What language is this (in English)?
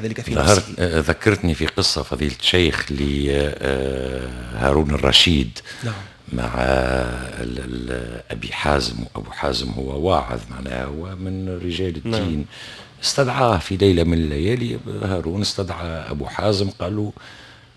Tunisian Arabic